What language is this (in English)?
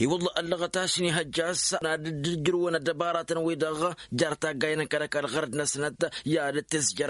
Tamasheq